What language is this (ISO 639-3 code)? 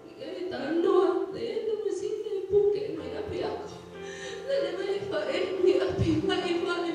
ton